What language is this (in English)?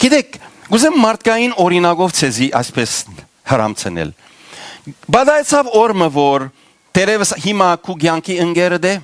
Western Armenian